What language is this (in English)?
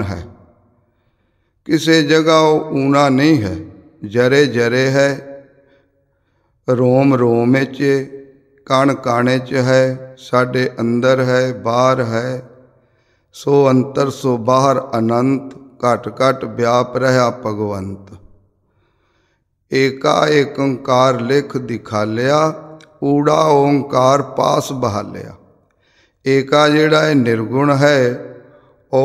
Punjabi